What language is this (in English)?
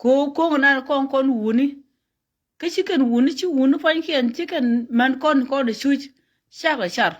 Nuer